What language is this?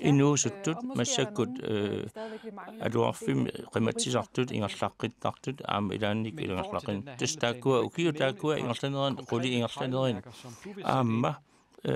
Kalaallisut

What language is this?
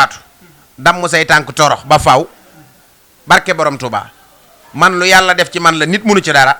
Wolof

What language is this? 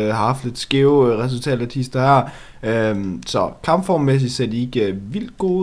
Danish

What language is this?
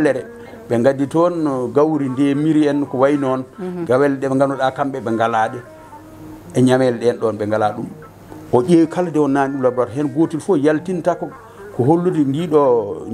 Fula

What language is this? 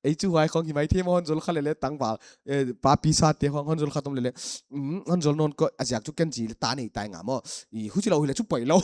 Paite Chin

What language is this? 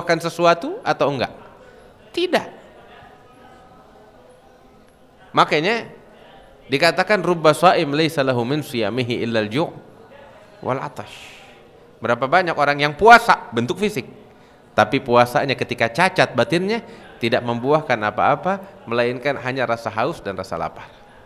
Indonesian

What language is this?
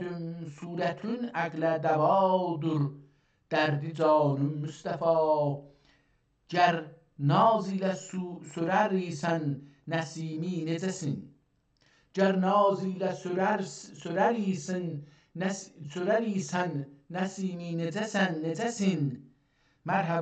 South Azerbaijani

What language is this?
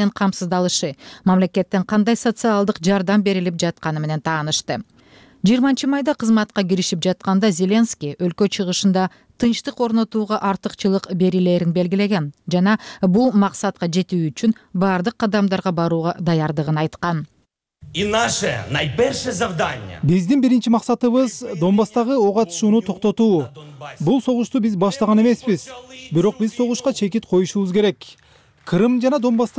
Kyrgyz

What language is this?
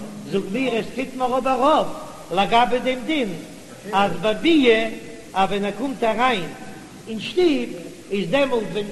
Yiddish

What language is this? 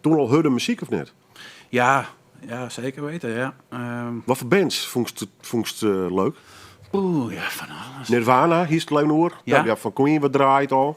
Western Frisian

